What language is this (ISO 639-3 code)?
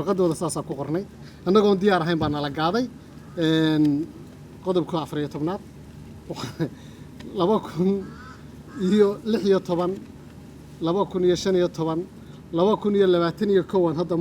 som